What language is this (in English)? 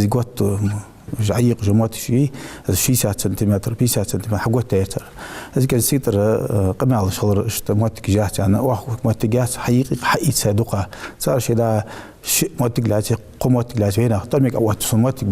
Ingush